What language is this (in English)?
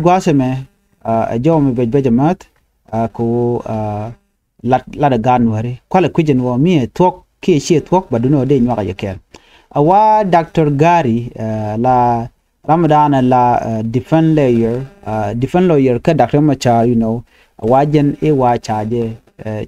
Nuer